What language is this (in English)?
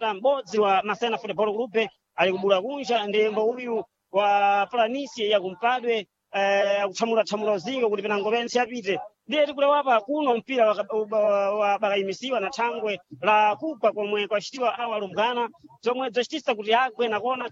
Sena